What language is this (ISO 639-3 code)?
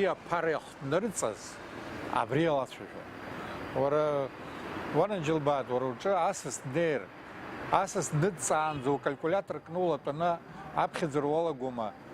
abk